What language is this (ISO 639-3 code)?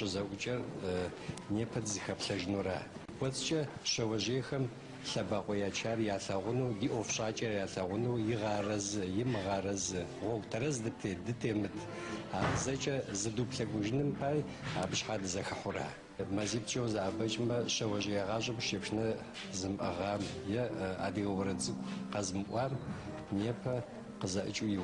ady